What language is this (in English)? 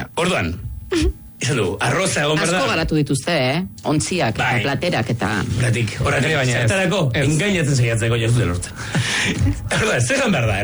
Basque